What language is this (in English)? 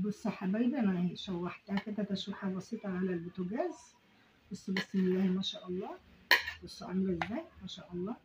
Egyptian Arabic